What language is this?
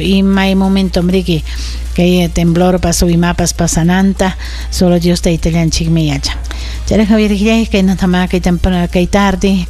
Ayacucho Quechua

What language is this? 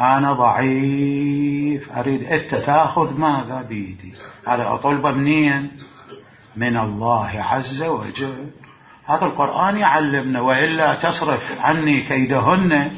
Mesopotamian Arabic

